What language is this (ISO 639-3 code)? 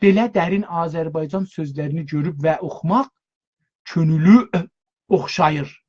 azb